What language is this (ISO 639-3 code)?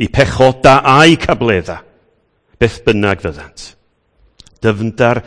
cym